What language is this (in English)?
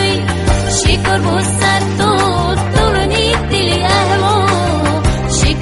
Lak